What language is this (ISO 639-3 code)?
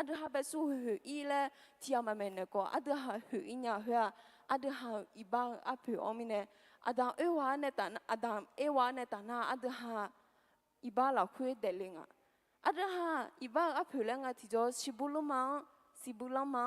ahk